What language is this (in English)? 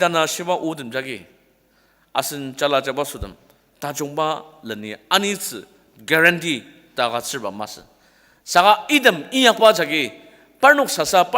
Ao Naga